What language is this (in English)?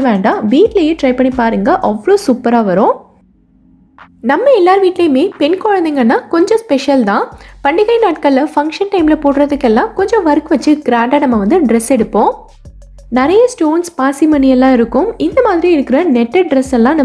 Tamil